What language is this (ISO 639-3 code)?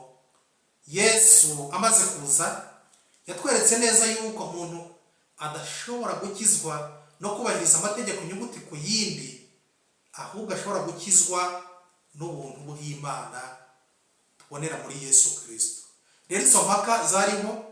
kin